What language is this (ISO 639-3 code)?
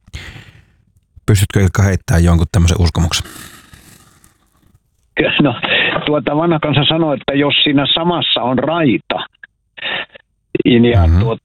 fin